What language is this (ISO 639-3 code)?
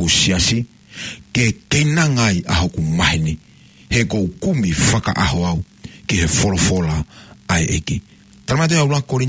ton